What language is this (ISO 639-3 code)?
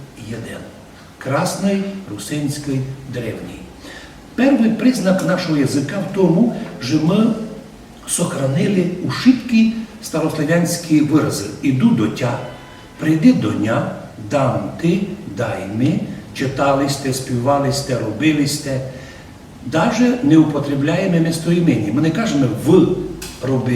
rue